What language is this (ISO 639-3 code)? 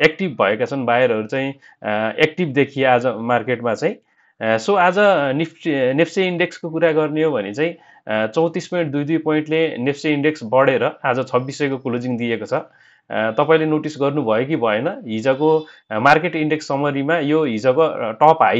nep